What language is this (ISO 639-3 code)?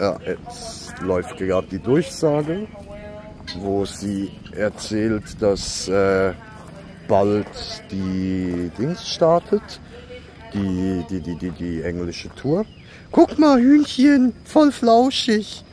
gsw